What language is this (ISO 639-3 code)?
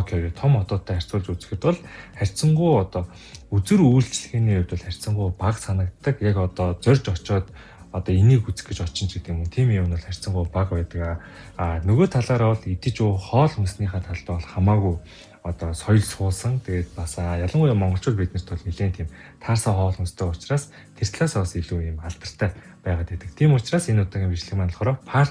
mon